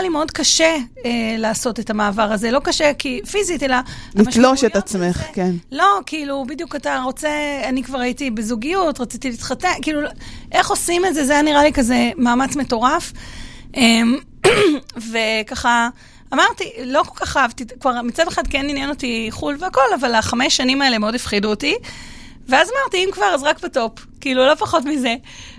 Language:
Hebrew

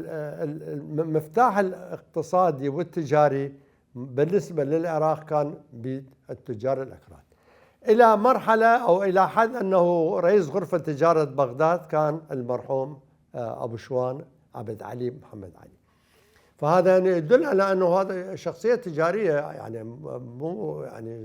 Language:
Mesopotamian Arabic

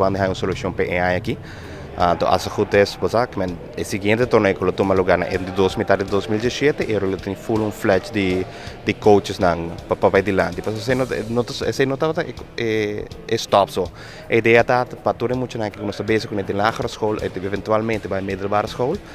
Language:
Papiamento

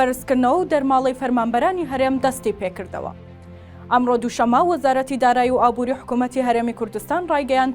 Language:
Central Kurdish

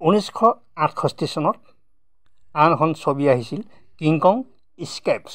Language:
Assamese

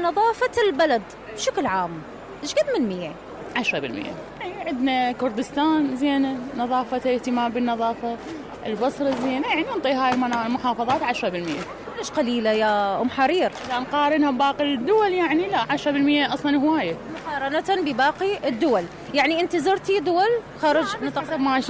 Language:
Mesopotamian Arabic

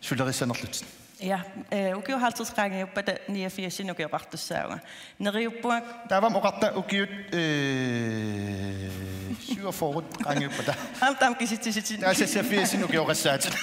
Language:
Kalaallisut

